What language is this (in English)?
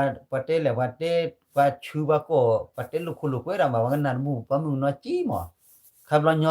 S'gaw Karen